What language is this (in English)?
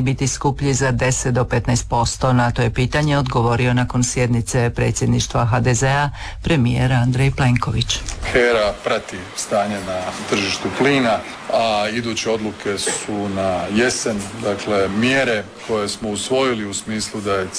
Croatian